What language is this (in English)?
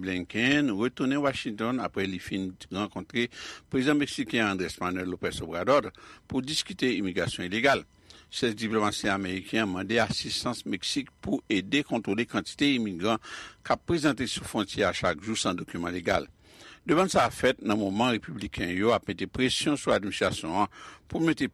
Haitian Creole